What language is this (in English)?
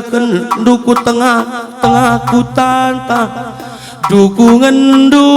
Batak Karo